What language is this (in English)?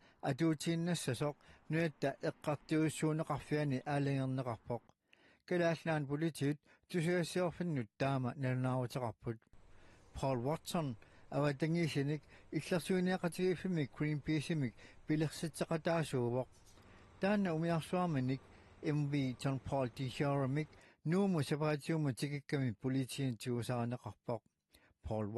Kalaallisut